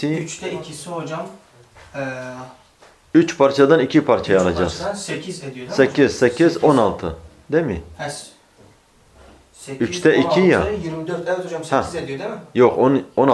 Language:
Turkish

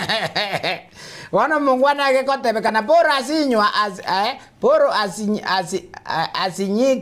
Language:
Gusii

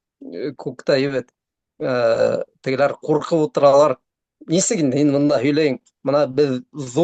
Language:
Bashkir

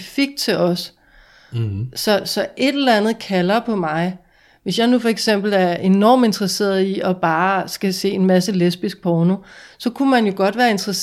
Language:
Danish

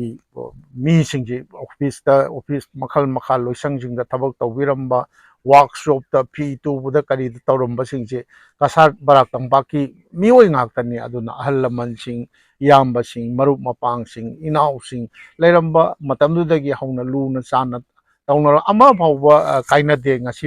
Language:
Manipuri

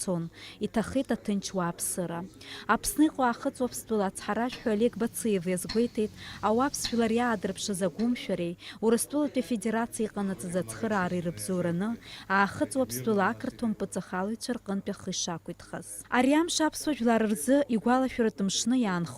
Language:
Abkhazian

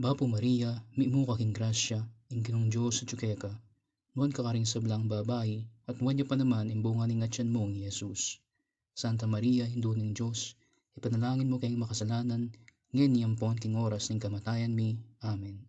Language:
Pampanga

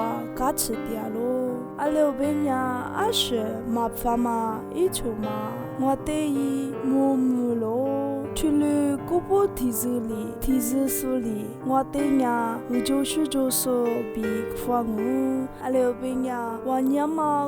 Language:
Lisu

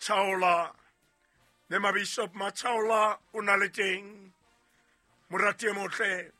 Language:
Southern Sotho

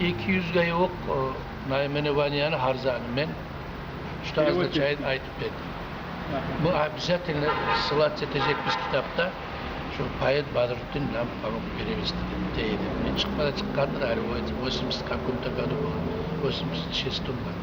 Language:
Kumyk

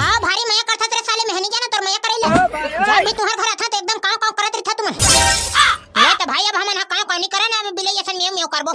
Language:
Chhattisgarhi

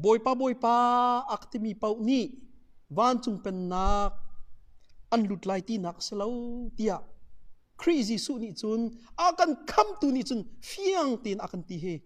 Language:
Hakha Chin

